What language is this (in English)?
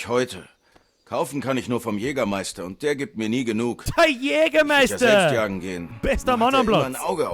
Bavarian